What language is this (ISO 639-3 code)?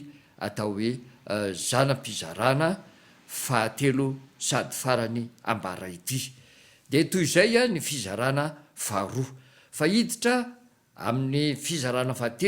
mlg